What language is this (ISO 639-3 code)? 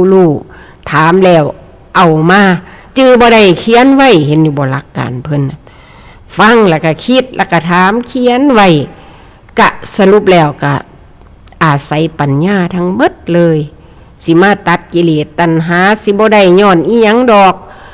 tts